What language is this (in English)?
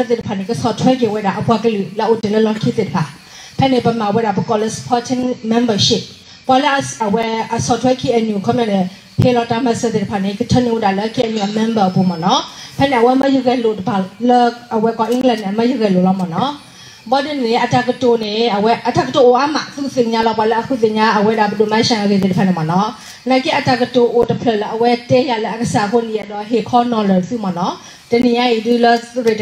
S'gaw Karen